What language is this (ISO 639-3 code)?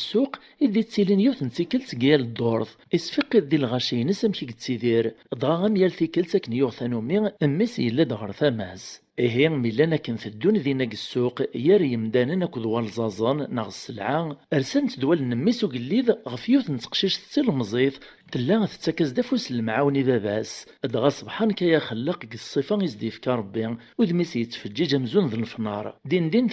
kab